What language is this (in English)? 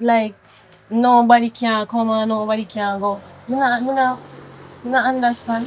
Jamaican Creole English